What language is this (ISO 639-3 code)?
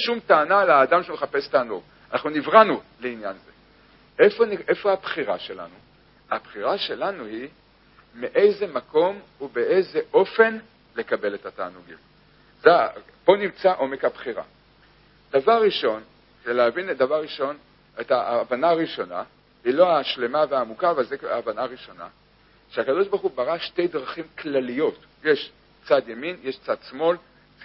heb